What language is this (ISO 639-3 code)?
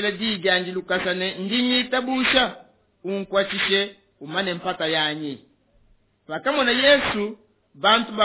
lua